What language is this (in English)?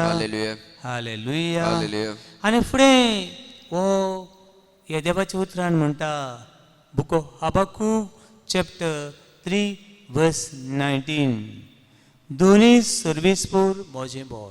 Konkani